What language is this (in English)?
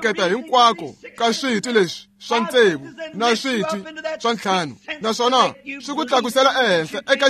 Tsonga